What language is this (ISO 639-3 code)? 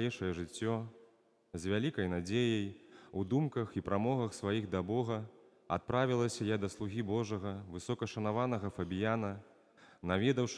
bel